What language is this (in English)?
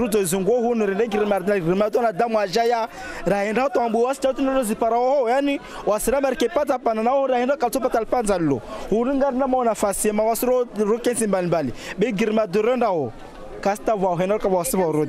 Swahili